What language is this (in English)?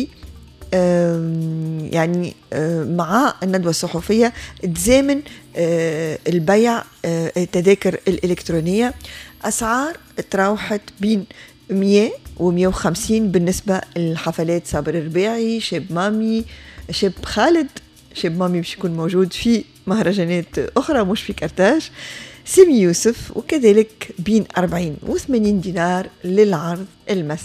Tunisian Arabic